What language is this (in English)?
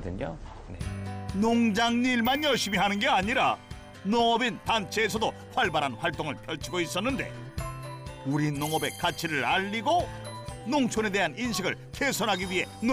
Korean